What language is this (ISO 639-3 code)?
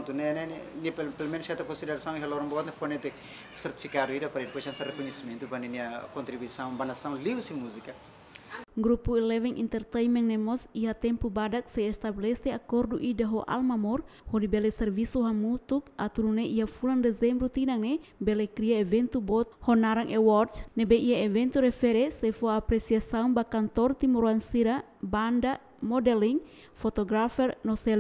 tet